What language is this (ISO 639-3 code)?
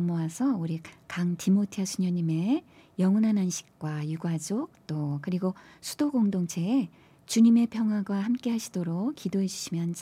kor